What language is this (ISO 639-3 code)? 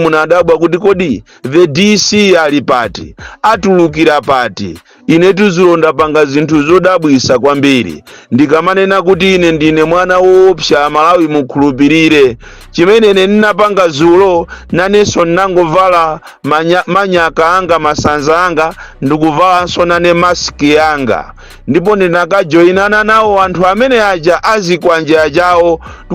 nya